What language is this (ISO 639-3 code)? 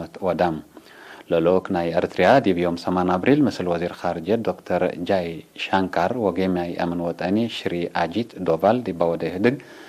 tig